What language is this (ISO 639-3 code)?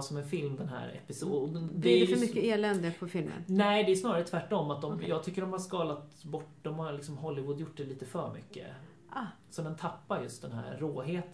swe